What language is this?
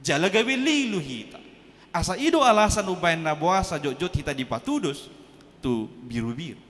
Batak Toba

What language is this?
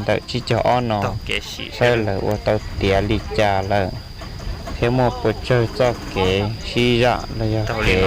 Hmong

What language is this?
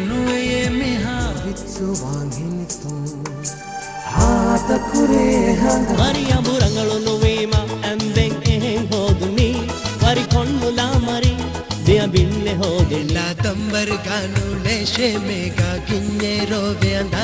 Divehi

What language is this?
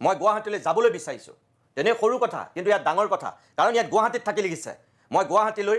Assamese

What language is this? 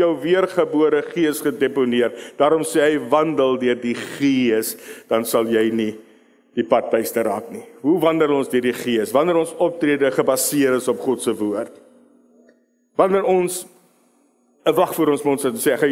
Afrikaans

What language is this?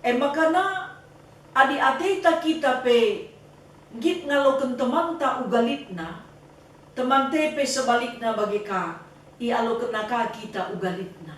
Batak Karo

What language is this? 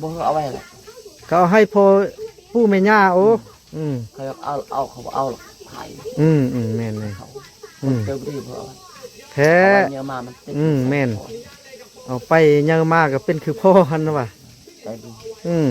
Lao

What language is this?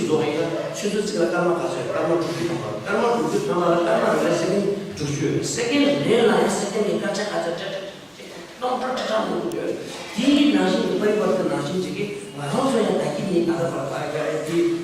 Tibetan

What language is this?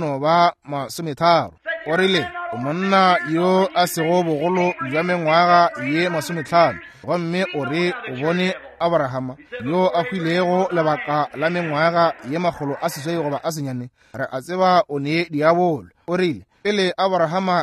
Northern Sotho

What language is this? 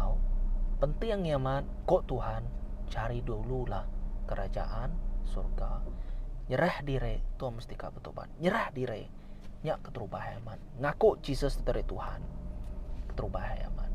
Iban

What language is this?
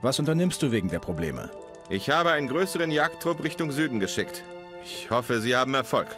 Bavarian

